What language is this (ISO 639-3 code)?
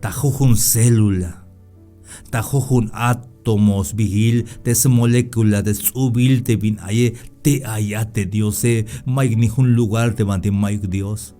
tzh